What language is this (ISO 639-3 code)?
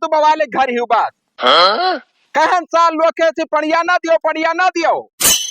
awa